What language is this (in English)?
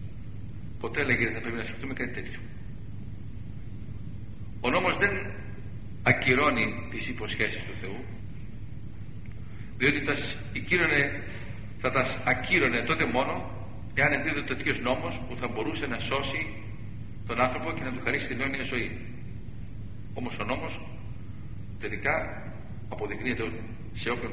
Greek